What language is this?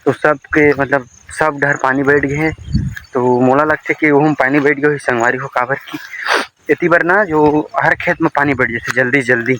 Chhattisgarhi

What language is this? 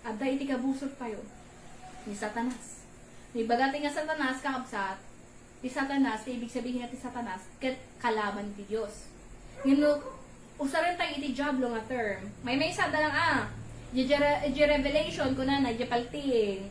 Iloko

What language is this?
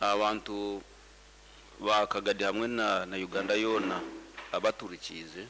Nyoro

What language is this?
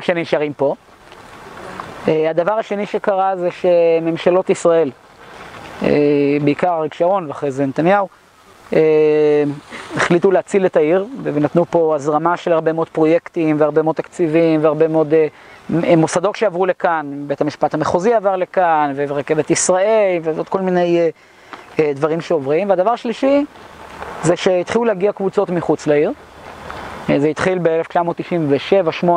Hebrew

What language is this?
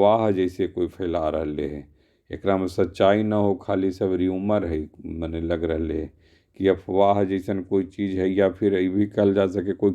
Magahi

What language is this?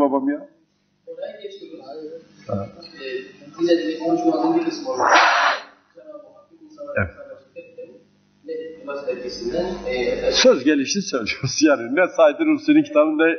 Turkish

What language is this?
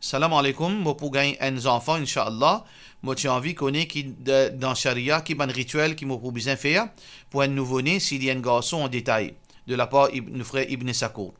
Morisyen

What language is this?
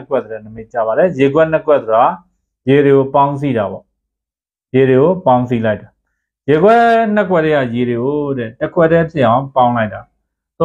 Burmese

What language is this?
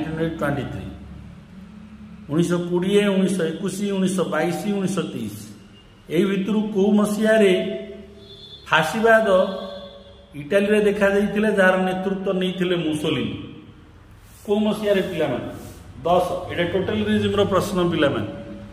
Odia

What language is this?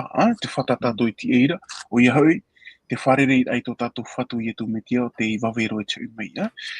Tahitian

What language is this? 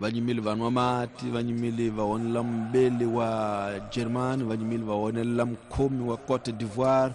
Tsonga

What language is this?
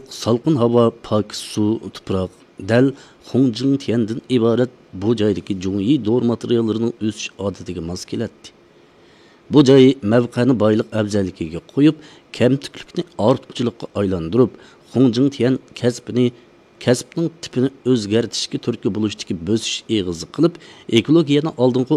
Uyghur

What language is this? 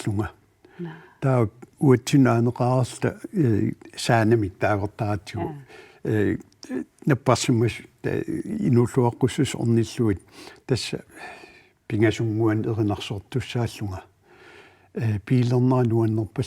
Kalaallisut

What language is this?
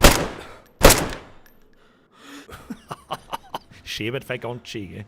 Bavarian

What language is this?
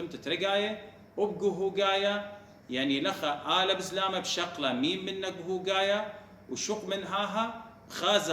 Assyrian Neo-Aramaic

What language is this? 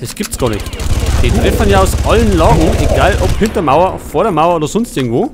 Bavarian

